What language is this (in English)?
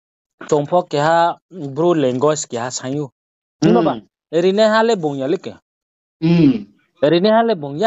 Riang (India)